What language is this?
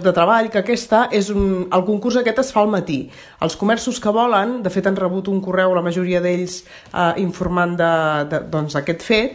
Catalan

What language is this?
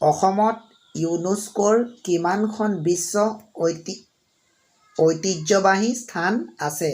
Assamese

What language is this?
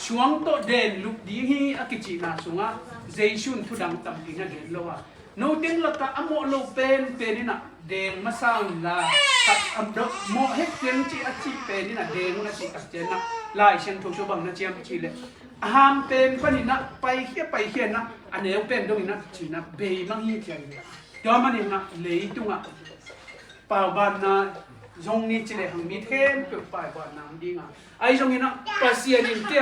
Tedim Chin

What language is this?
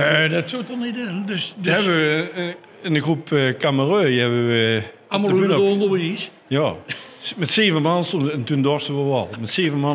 Limburgish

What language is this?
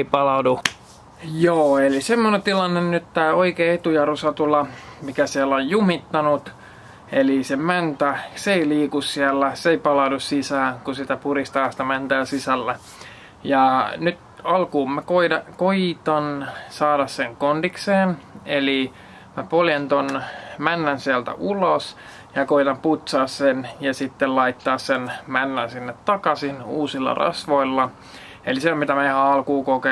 Finnish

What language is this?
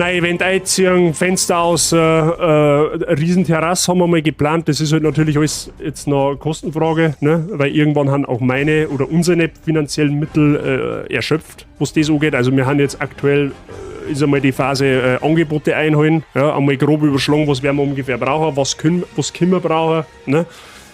Bavarian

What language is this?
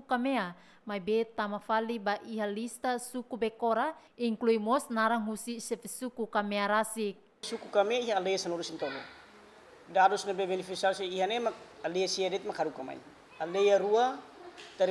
Tetum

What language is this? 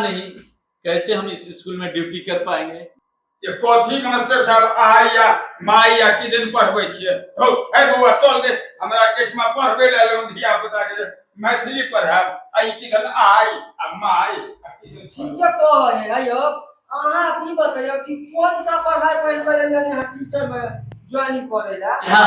Maithili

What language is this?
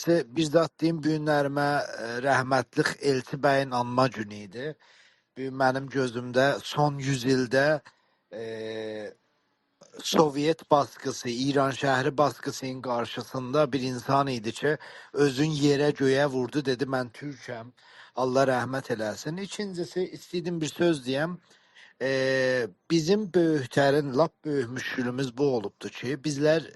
South Azerbaijani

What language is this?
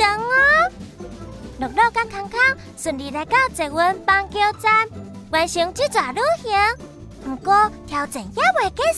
Min Nan Chinese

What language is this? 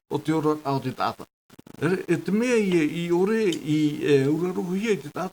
Tahitian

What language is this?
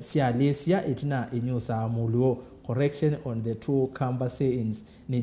Kamba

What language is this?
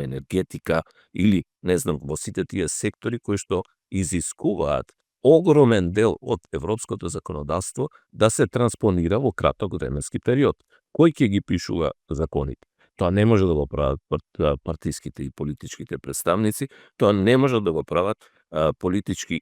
Macedonian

